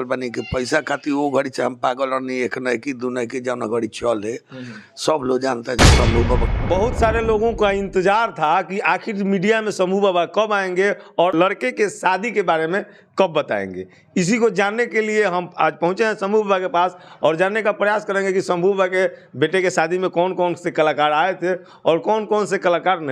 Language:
Bhojpuri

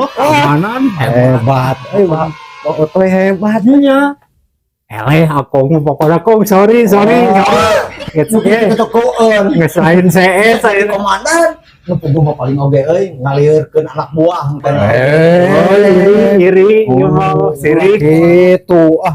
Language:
Sundanese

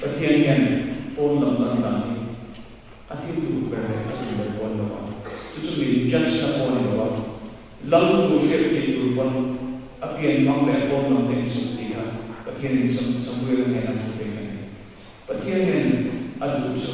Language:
Mizo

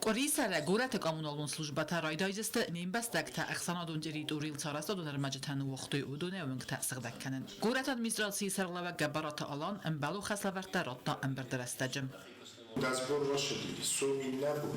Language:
Ossetic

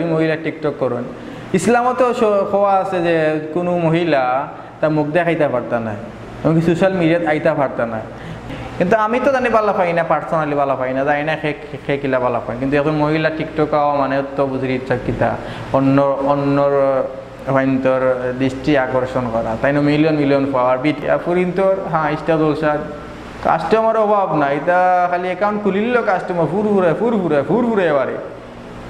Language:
Sylheti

